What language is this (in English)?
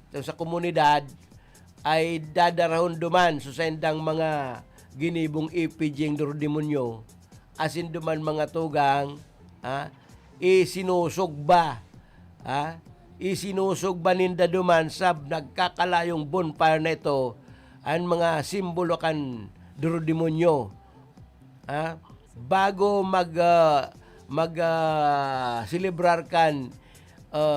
Bikol